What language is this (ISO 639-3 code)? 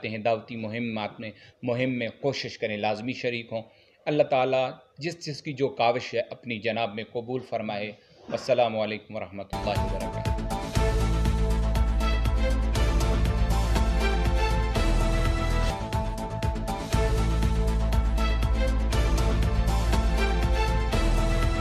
urd